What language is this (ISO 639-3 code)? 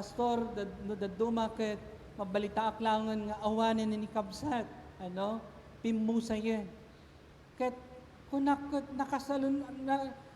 ilo